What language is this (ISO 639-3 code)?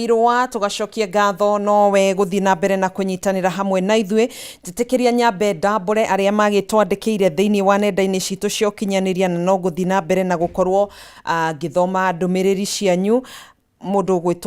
kik